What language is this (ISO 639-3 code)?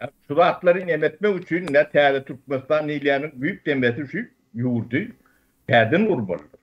tuk